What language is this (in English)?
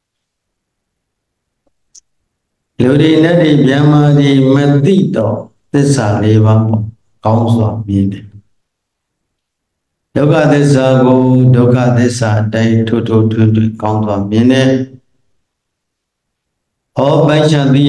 Burmese